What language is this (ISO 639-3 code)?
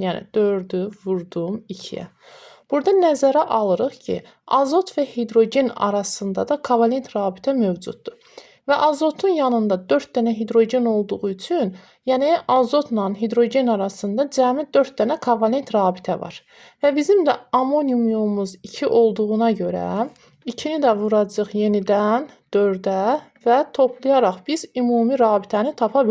aze